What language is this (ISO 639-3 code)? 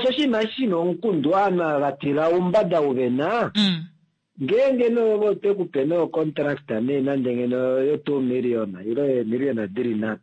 kua